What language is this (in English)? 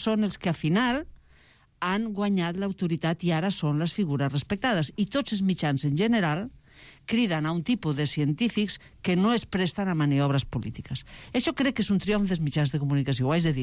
Catalan